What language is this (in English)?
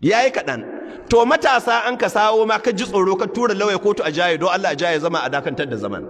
Hausa